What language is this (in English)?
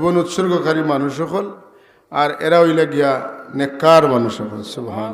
Sylheti